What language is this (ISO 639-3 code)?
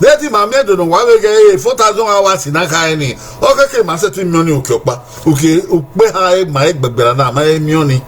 bin